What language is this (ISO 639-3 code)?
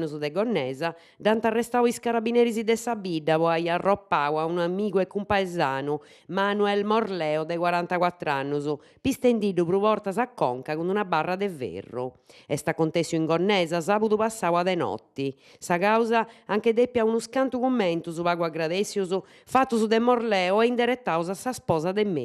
srd